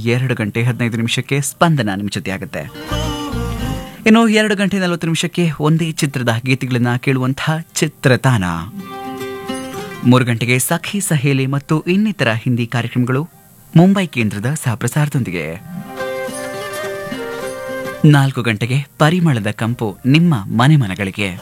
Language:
Kannada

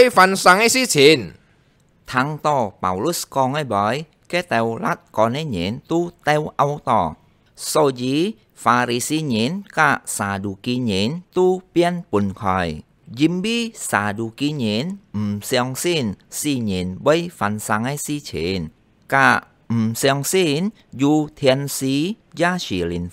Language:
Hakka Chinese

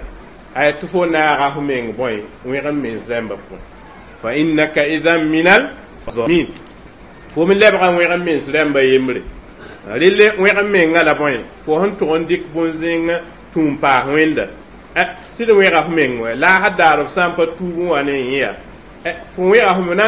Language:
Mossi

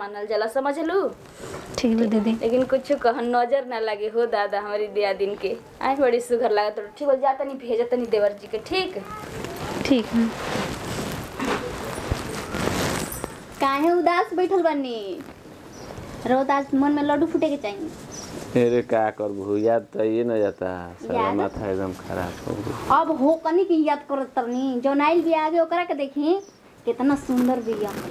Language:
Bhojpuri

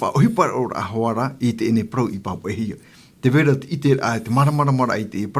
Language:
Tahitian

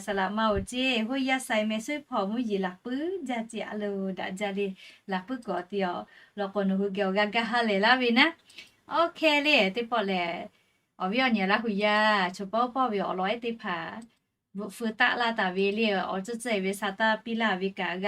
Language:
Lahu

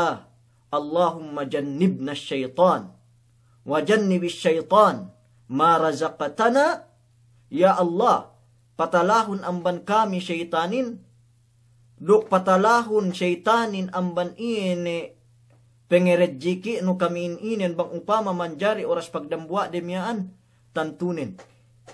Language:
Yakan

